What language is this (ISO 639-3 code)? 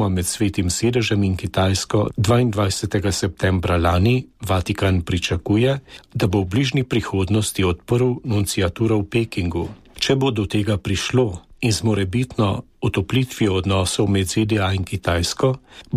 slv